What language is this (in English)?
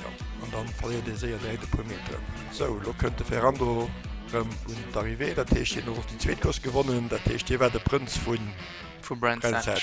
Luxembourgish